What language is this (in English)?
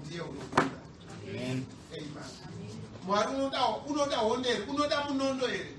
Shona